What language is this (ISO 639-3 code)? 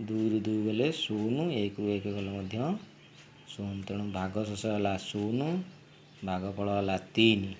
ori